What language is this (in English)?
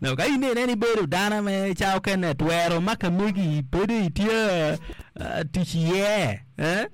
Acoli